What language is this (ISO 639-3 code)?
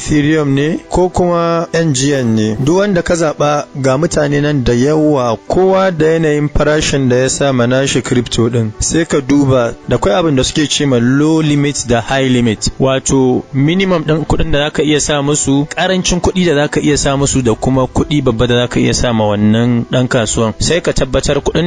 hau